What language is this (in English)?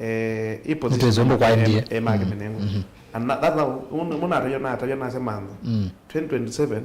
Kamba